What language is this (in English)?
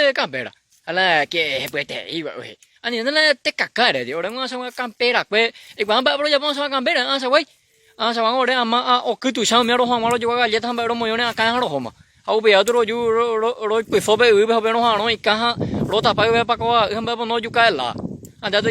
Guarani